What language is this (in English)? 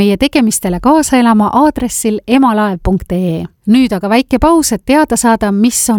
Estonian